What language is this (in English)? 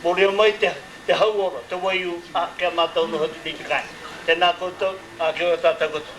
Māori